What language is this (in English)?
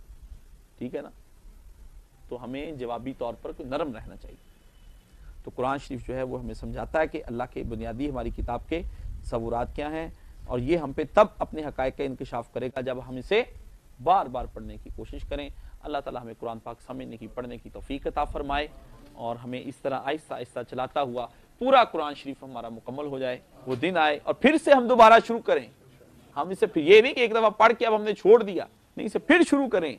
Urdu